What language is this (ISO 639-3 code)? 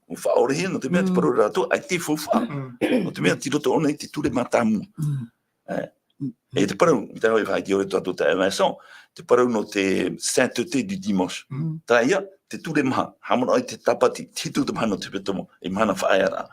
tah